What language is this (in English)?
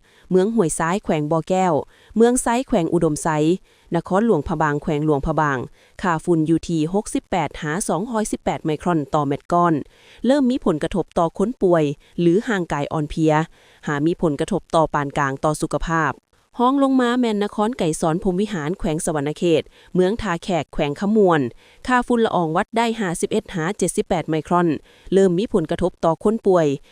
Lao